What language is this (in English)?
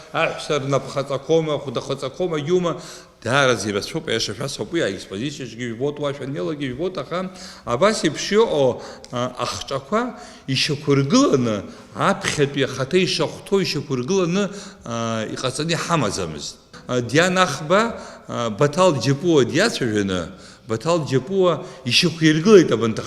Abkhazian